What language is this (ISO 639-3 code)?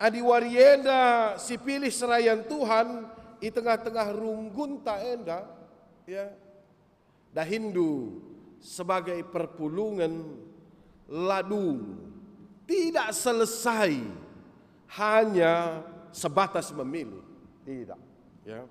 btx